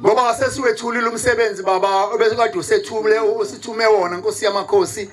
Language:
Zulu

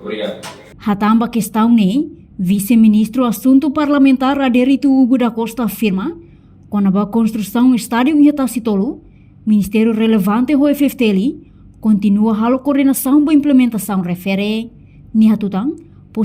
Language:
Tetum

